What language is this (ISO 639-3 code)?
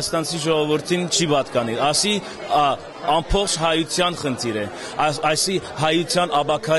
hyw